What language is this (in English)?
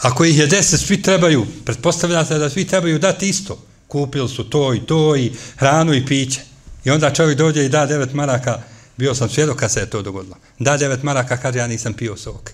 Bosnian